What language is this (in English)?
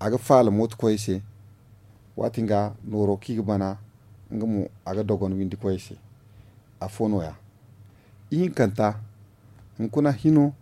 Zarma